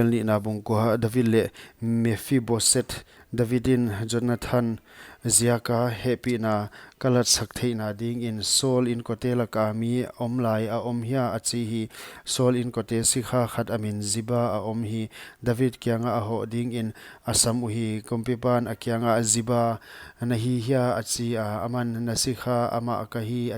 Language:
Paite Chin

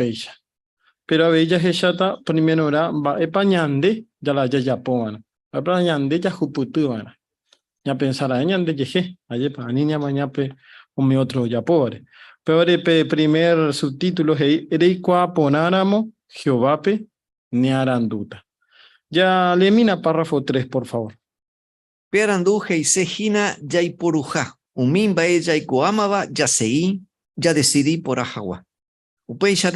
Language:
Guarani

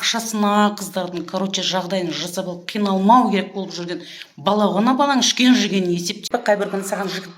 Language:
Kazakh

